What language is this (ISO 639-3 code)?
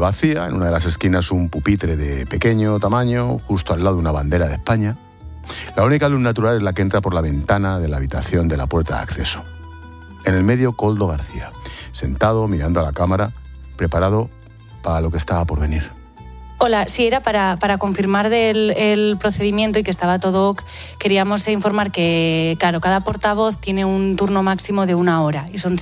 spa